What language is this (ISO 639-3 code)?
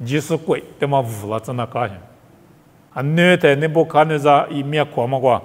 lis